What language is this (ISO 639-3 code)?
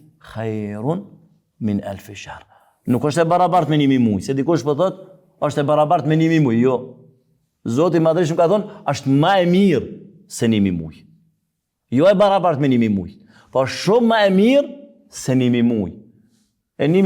sqi